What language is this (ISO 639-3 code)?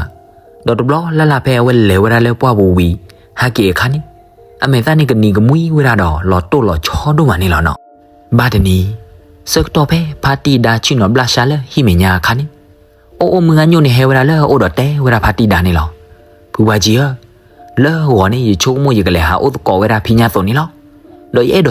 ksw